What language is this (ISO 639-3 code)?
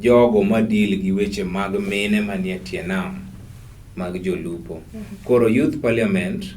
luo